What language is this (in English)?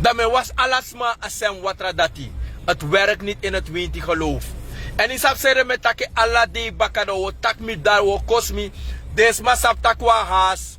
Sranan Tongo